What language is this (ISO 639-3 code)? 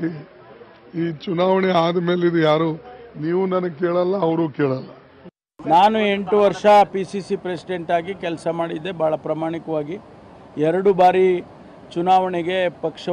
kan